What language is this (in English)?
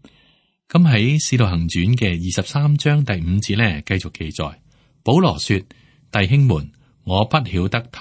Cantonese